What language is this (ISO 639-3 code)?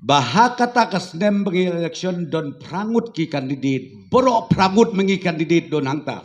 kha